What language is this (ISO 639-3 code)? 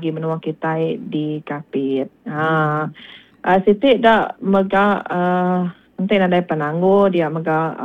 iba